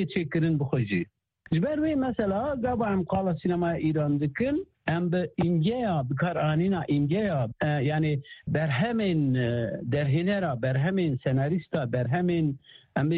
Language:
Kurdish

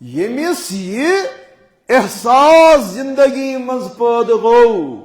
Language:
Kashmiri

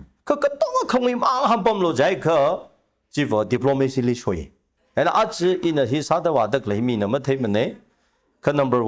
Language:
Tangkhul Naga (India)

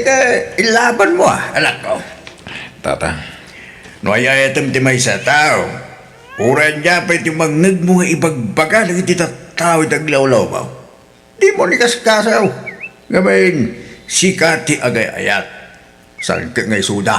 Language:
Iloko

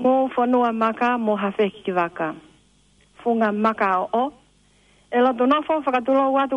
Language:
Tongan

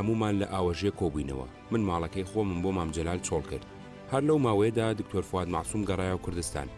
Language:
Central Kurdish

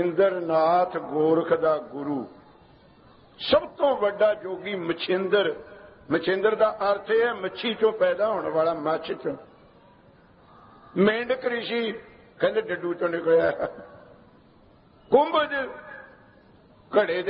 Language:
Punjabi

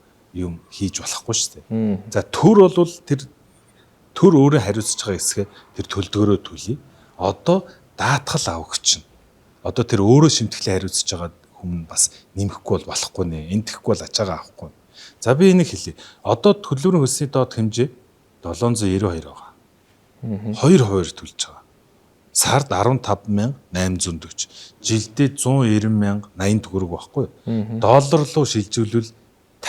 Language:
Mongolian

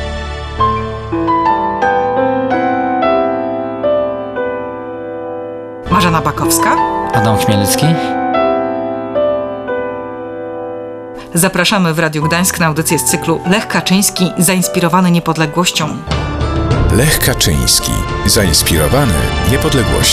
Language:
Polish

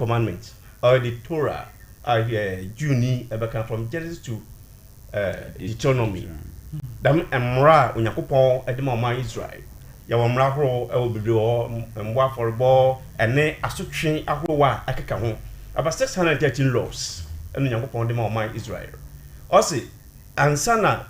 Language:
Akan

